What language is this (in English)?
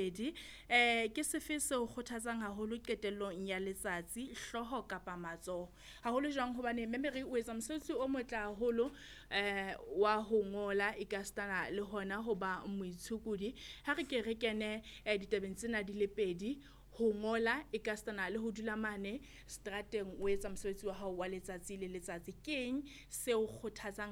Southern Sotho